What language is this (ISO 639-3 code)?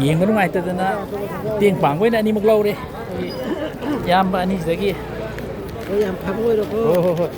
mni